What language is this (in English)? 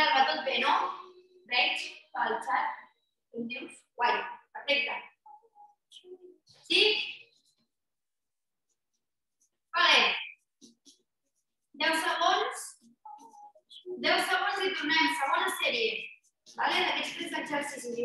Catalan